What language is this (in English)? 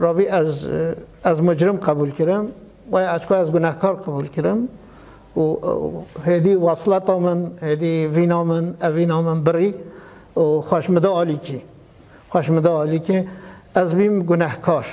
Kurdish